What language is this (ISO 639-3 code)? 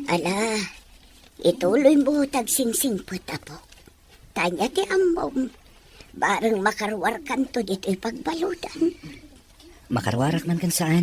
ilo